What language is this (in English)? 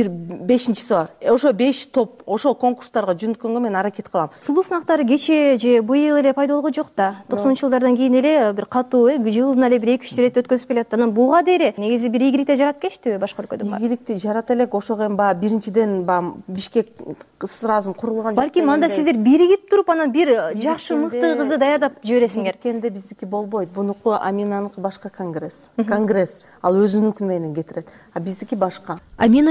Kyrgyz